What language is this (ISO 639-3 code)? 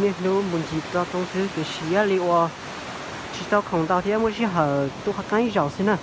hmn